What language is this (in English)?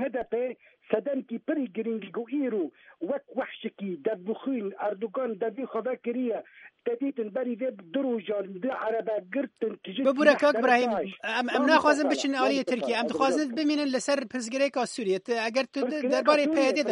Kurdish